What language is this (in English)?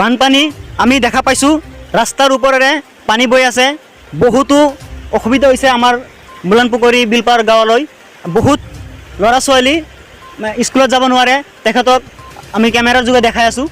Assamese